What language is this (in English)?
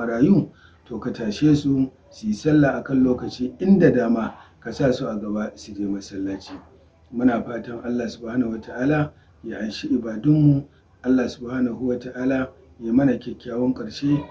Hausa